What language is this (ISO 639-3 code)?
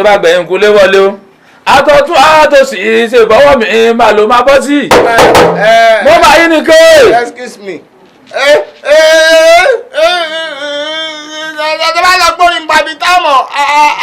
yor